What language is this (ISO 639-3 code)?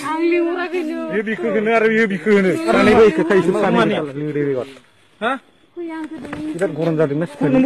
brx